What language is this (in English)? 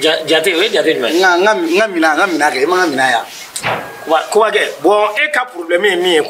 Bambara